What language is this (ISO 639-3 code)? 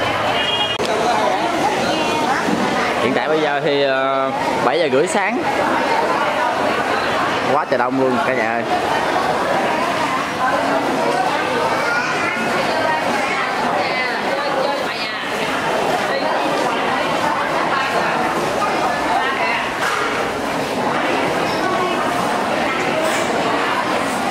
vie